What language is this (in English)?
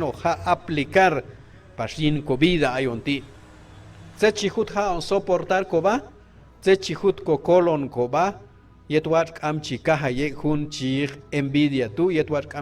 Q'anjob'al